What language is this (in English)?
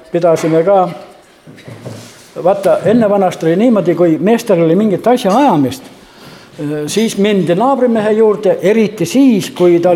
Estonian